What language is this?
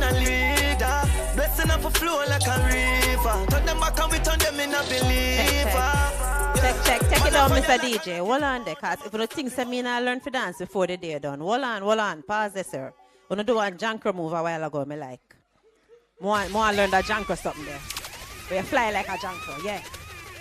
Jamaican Creole English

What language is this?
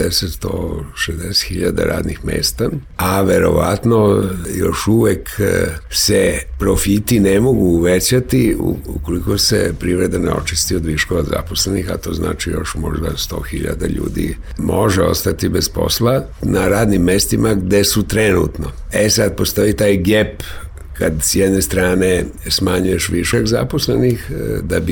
Serbian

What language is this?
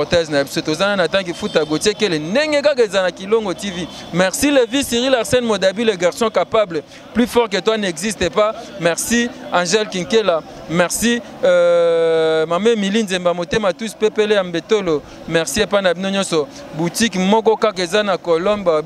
Lingala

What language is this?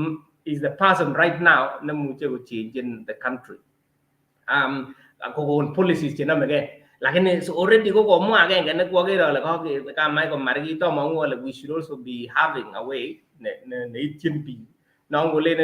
Kalenjin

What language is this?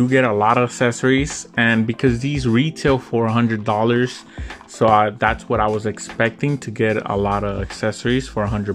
English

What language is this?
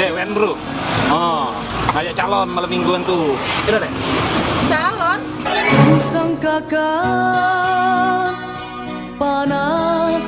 Musi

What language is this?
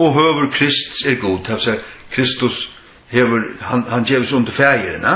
Faroese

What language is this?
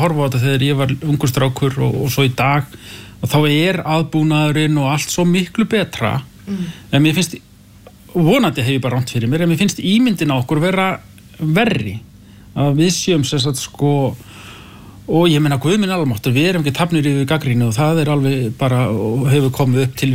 Icelandic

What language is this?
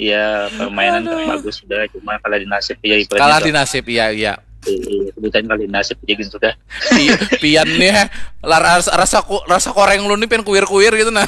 Banjar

